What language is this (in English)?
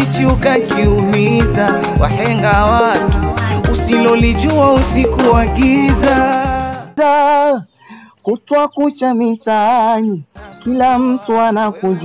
Swahili